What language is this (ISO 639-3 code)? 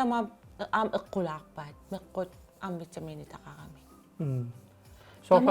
kal